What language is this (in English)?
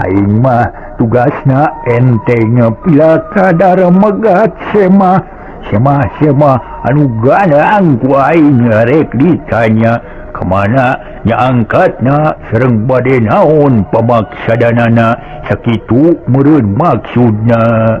Sundanese